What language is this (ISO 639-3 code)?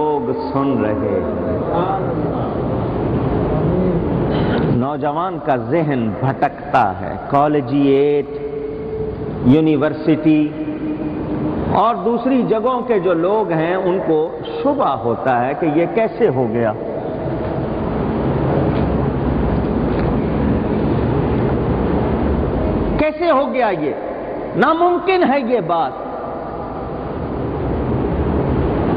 urd